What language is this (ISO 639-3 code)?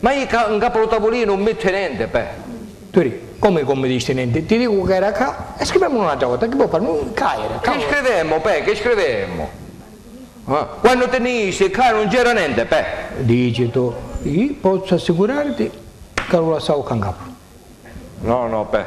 scn